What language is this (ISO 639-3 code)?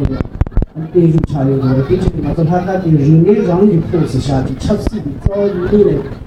bod